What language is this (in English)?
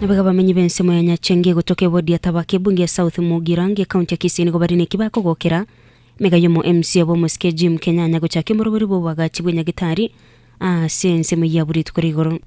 Gusii